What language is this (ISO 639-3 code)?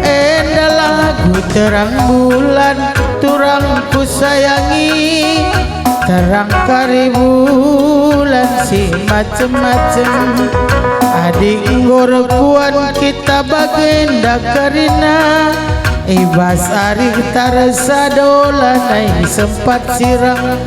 btx